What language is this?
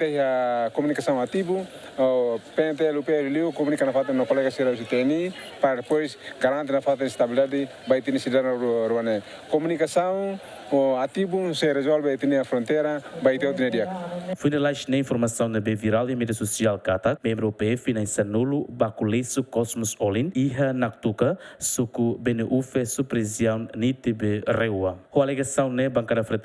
Tetum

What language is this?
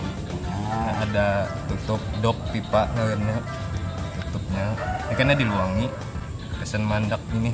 Banjar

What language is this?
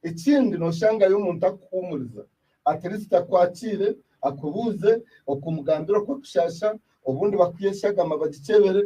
Nyankole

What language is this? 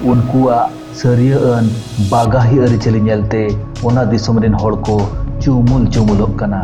Santali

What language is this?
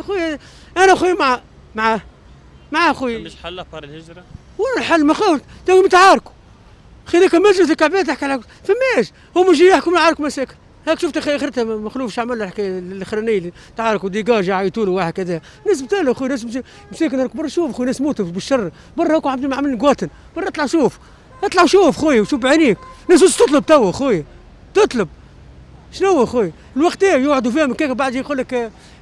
Tunisian Arabic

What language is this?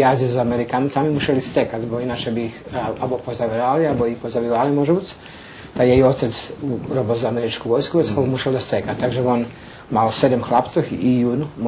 Rusyn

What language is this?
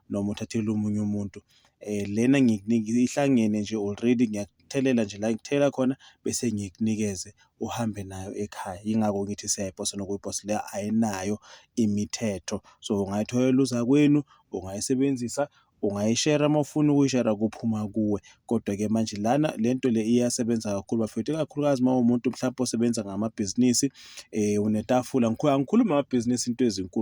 Zulu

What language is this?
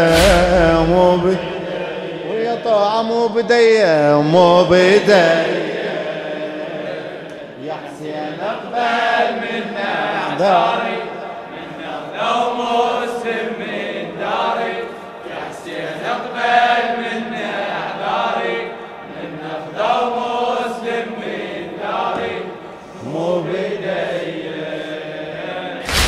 Mesopotamian Arabic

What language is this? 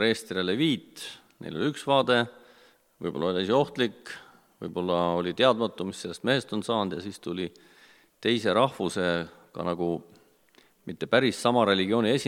Estonian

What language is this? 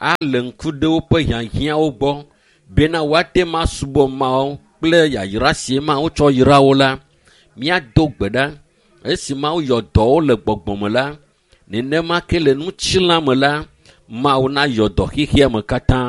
Ewe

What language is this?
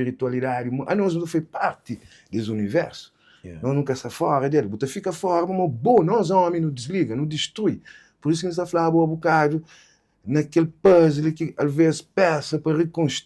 Kabuverdianu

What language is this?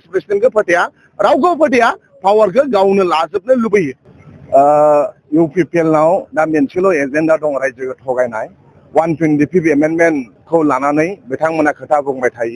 Bodo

